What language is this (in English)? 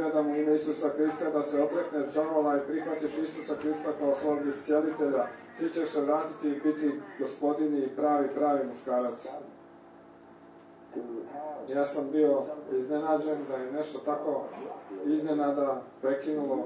Croatian